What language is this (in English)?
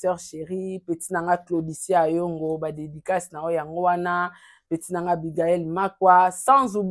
Lingala